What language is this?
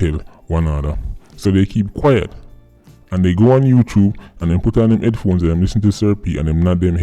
Jamaican Creole English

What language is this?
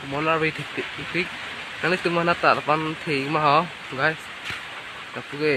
Karbi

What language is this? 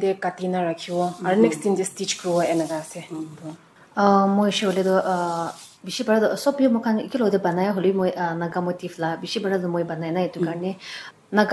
Naga Pidgin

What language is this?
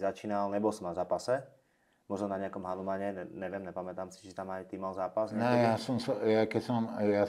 Slovak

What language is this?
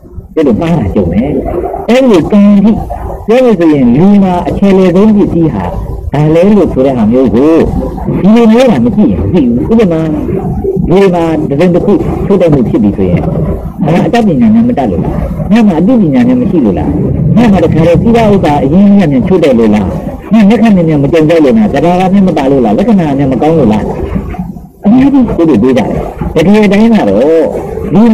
Burmese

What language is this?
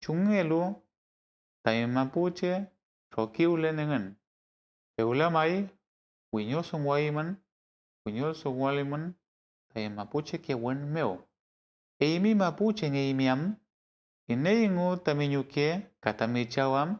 Mapuche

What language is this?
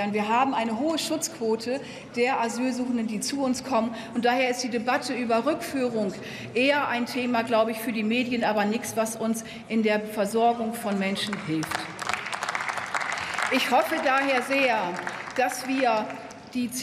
German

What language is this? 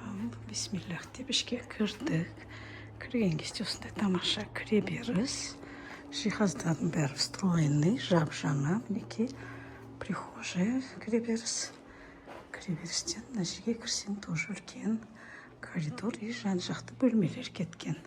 Kazakh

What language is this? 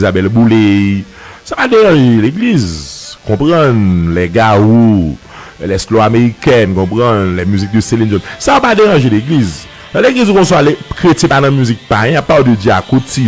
Haitian Creole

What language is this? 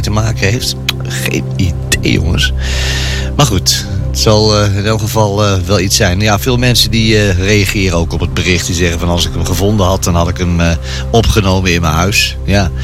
Dutch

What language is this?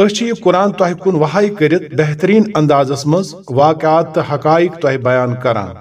Kashmiri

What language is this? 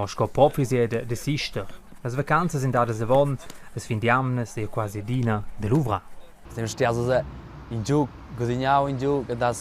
Romansh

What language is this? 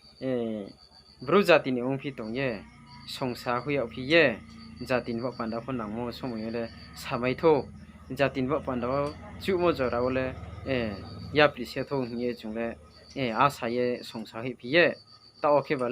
Riang (India)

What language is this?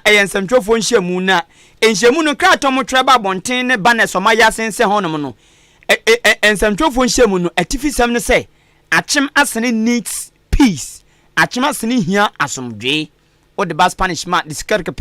Akan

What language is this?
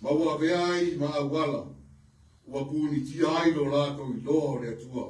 Samoan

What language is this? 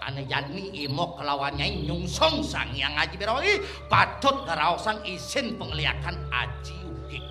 Balinese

